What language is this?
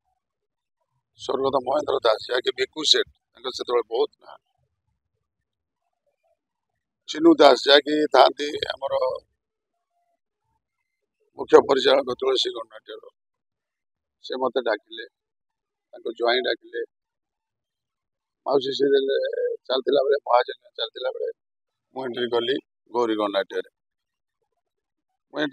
Odia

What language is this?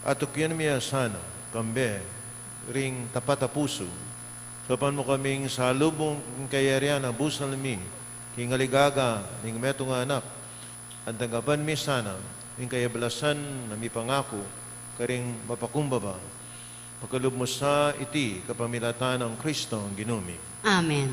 Pampanga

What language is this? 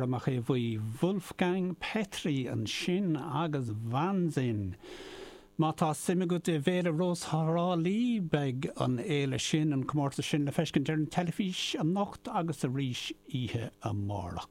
Irish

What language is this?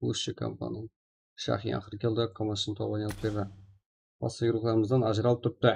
Kara-Kalpak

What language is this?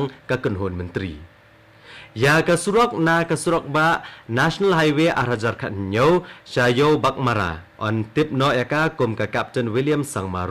Khasi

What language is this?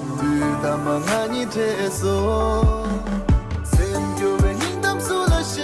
Tibetan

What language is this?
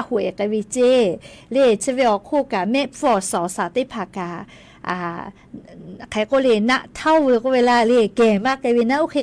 Lahu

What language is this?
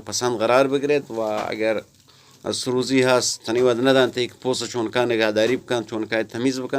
Eastern Balochi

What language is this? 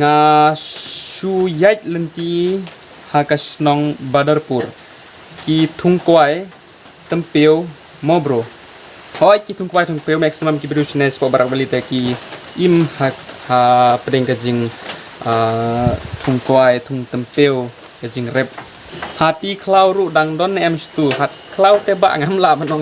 Khasi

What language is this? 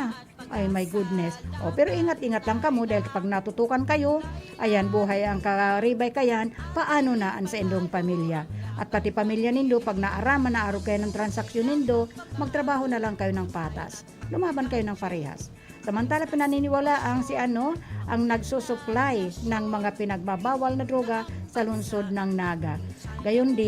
Bikol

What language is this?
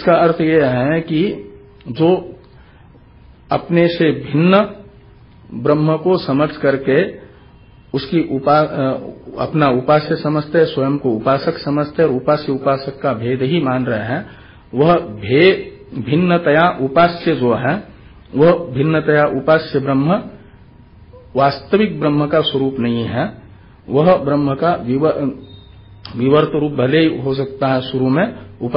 Hindi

